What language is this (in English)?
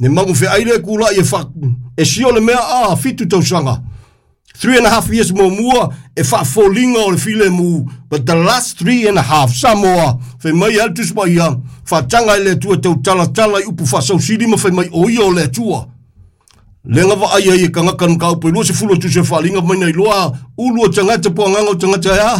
Samoan